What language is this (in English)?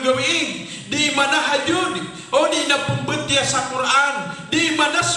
Maranao